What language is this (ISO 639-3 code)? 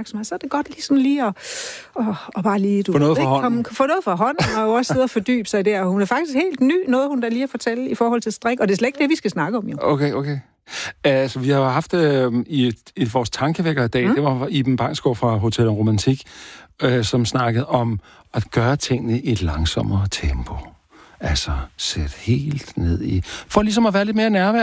dan